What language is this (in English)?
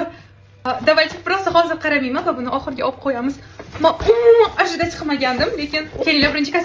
Uzbek